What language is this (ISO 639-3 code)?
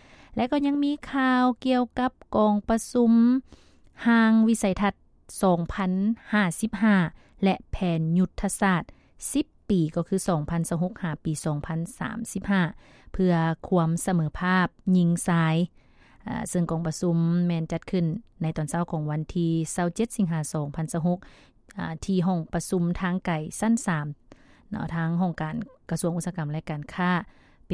lao